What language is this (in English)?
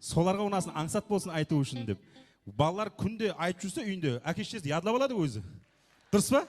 Kara-Kalpak